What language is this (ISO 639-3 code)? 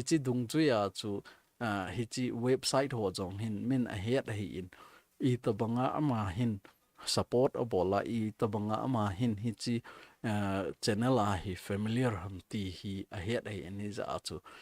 tcz